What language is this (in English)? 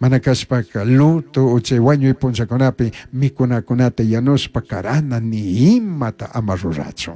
Chimborazo Highland Quichua